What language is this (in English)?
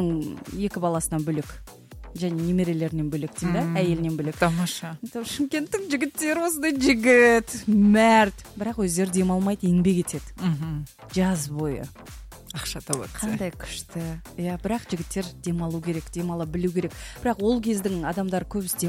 Kazakh